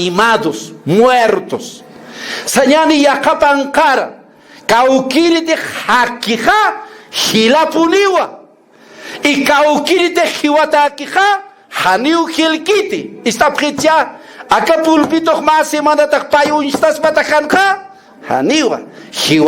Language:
Aymara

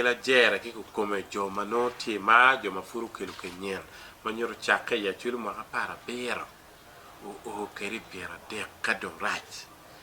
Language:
Acoli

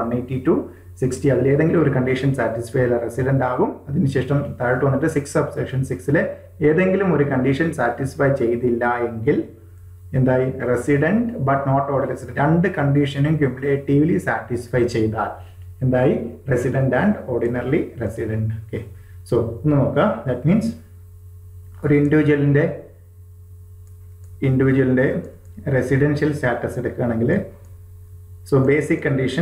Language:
Malayalam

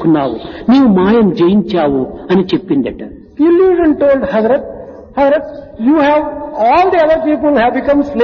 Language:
Telugu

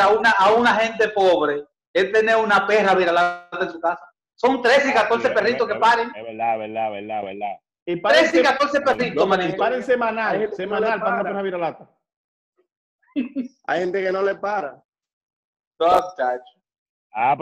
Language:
Spanish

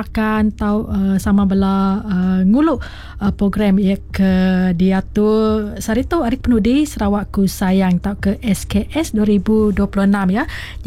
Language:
Iban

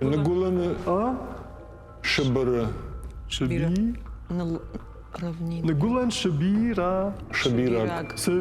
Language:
Ossetic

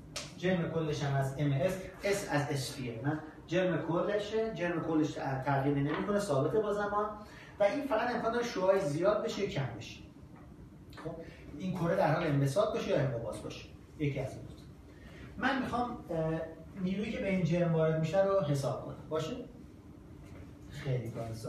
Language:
Persian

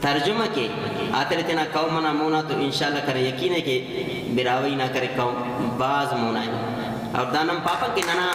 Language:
Brahui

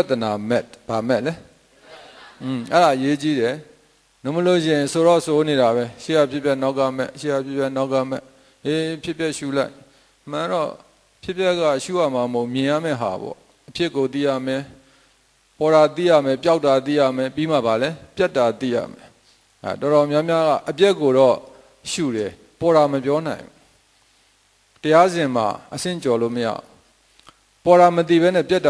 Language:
Burmese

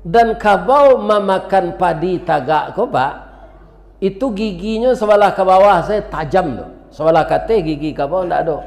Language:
Minangkabau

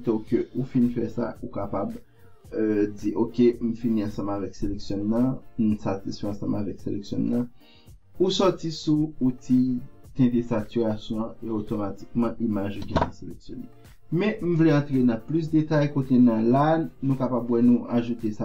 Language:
Haitian Creole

